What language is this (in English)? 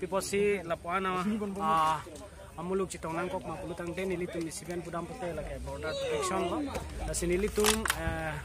Karbi